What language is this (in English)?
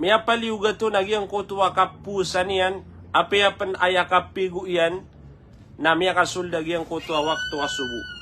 Maranao